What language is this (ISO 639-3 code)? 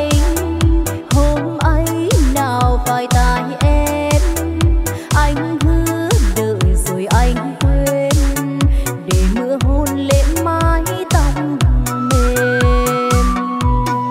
vie